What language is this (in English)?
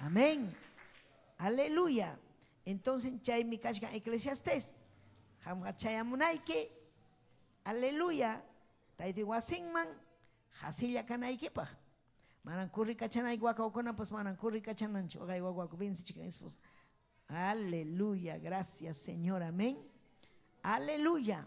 Ayacucho Quechua